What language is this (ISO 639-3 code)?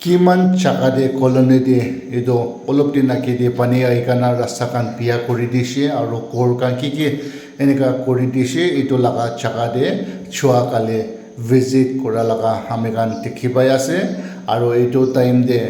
nag